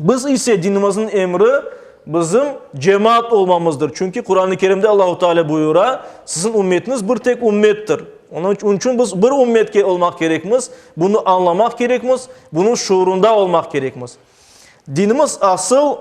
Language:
Crimean Tatar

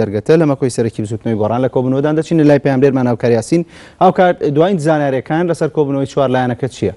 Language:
Central Kurdish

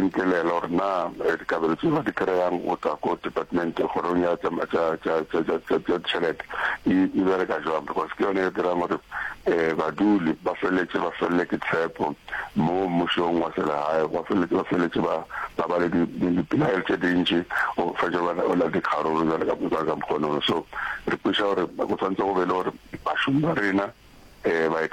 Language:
Northern Sotho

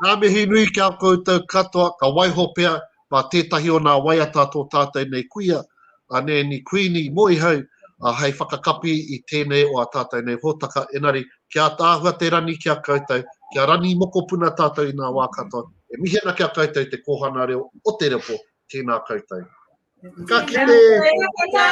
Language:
Māori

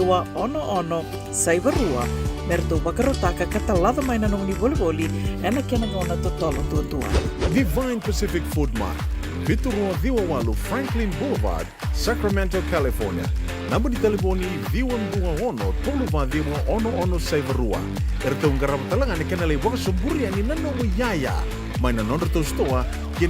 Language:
Fijian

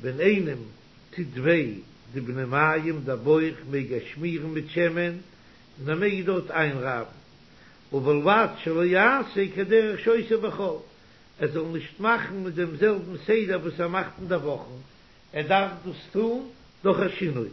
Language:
Yiddish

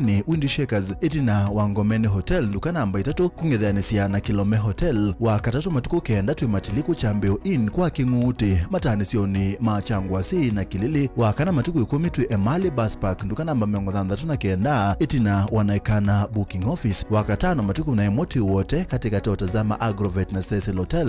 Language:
Kamba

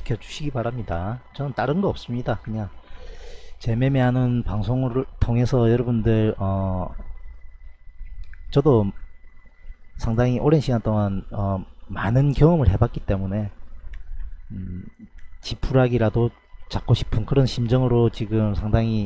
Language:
Korean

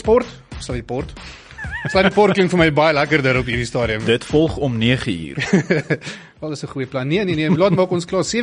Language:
Afrikaans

